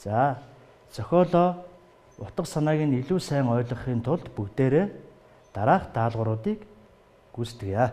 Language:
Mongolian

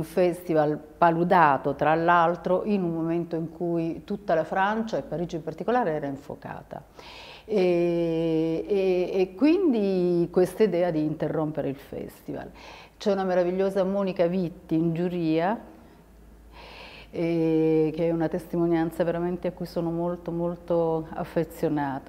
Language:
Italian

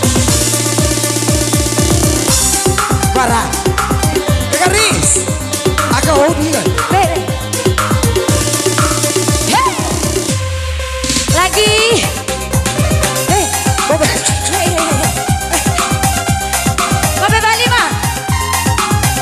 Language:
Indonesian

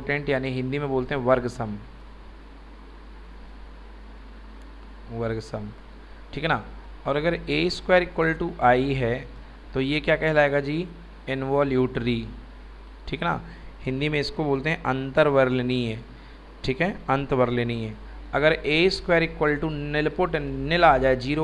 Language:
Hindi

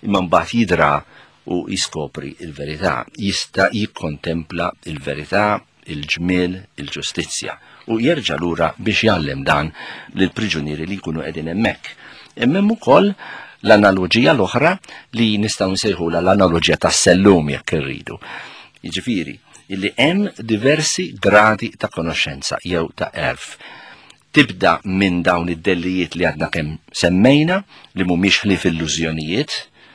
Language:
Maltese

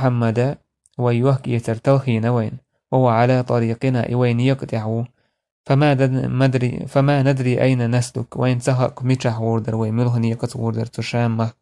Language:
Chechen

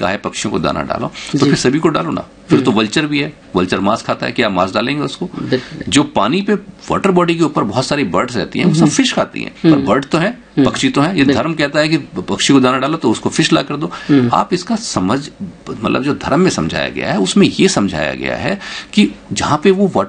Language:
Hindi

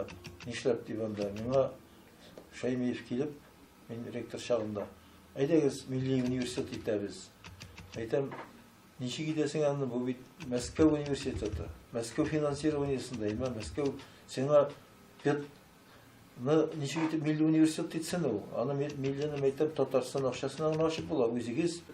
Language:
Tatar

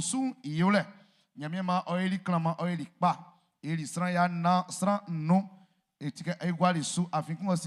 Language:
Baoulé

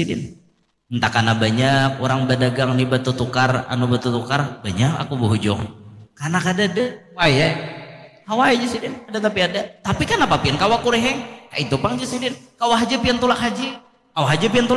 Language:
Banjar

